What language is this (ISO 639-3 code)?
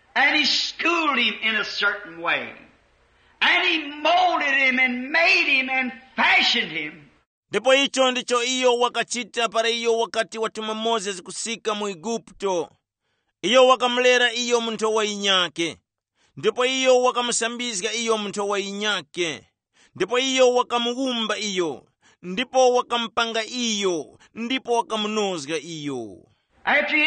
tum